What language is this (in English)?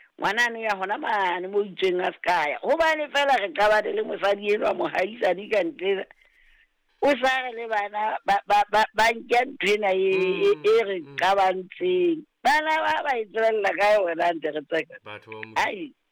Southern Sotho